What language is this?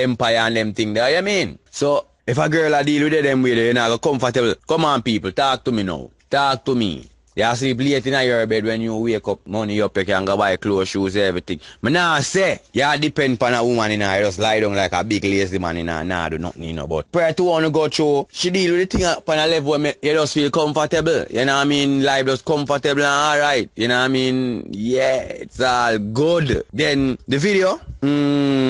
Jamaican Creole English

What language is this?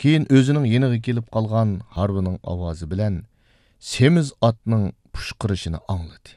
Uyghur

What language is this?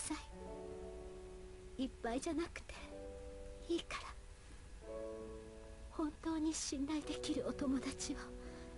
Japanese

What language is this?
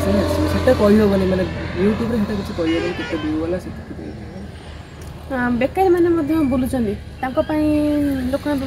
Odia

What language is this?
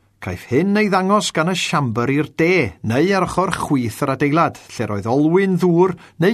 Welsh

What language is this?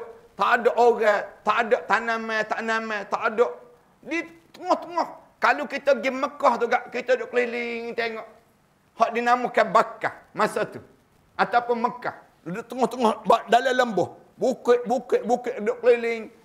Malay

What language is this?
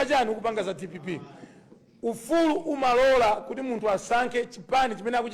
Nyanja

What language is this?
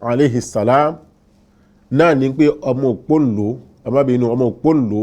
Yoruba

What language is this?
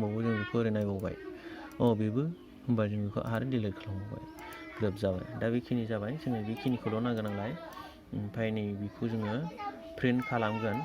Bodo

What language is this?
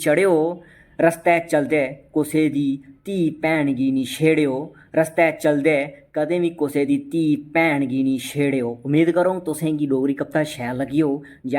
Dogri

